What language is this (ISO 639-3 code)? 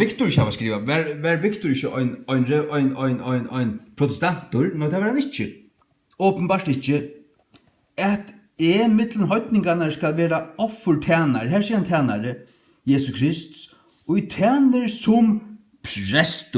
fao